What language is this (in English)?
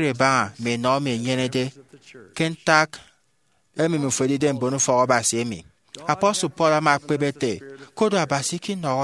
Efik